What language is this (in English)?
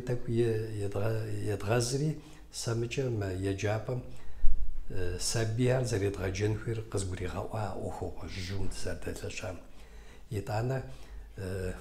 Kabardian